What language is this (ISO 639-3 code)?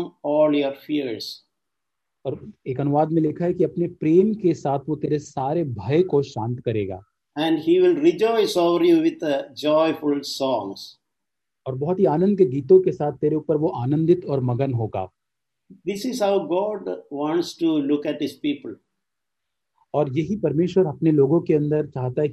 hin